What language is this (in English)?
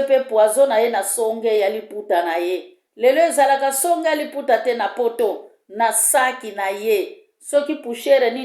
Lingala